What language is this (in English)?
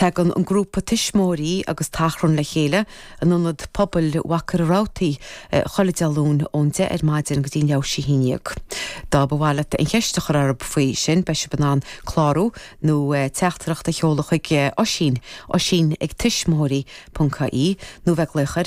Irish